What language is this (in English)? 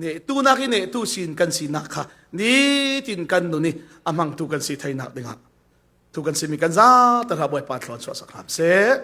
Falam Chin